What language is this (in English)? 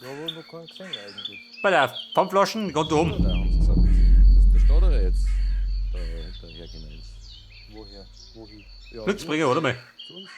Bavarian